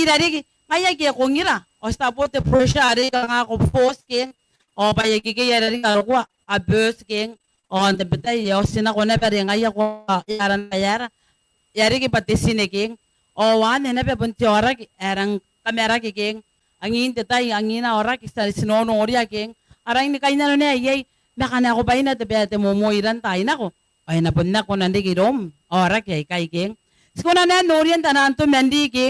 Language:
Gilbertese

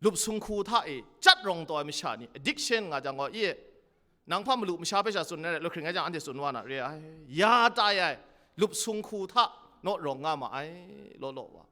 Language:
Kachin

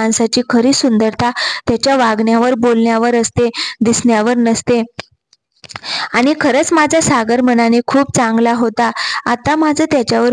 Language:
Marathi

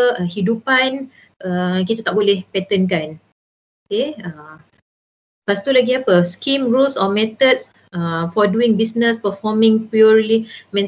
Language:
Malay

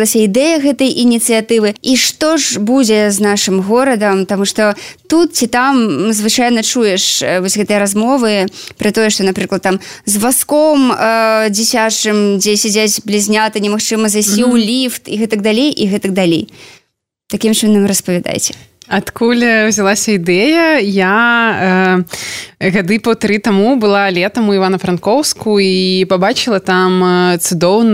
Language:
Belarusian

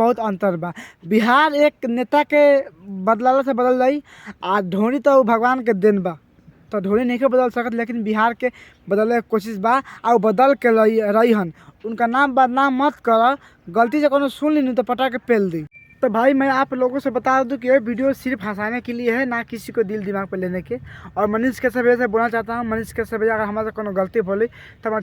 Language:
Bhojpuri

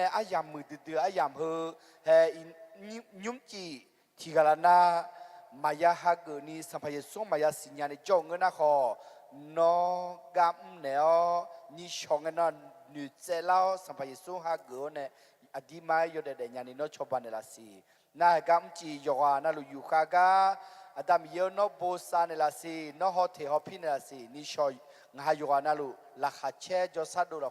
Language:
Akha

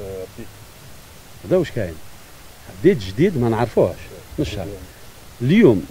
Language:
Algerian Arabic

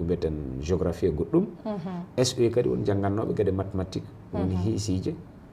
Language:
Fula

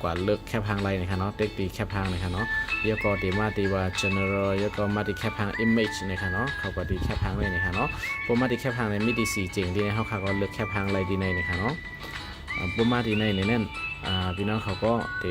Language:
Shan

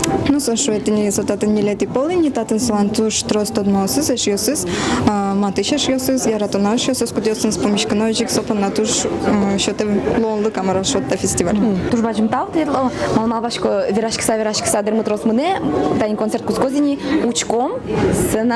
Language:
Udmurt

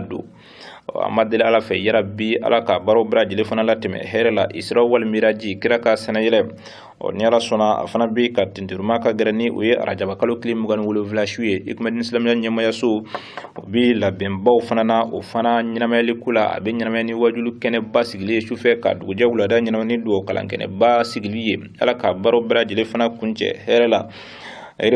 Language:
Bambara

